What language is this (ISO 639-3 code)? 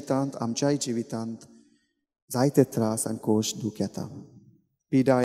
kok